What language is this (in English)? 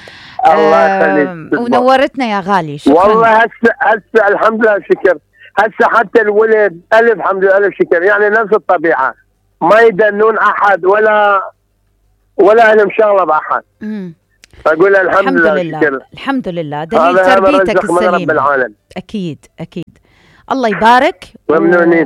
Mesopotamian Arabic